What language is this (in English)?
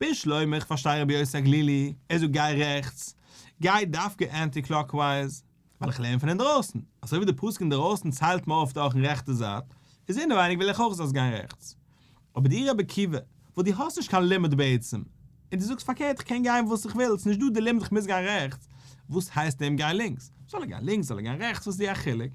Yiddish